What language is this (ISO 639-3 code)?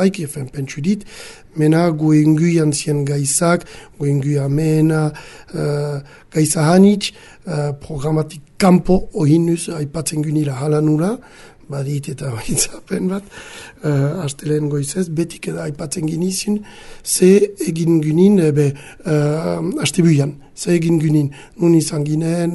eus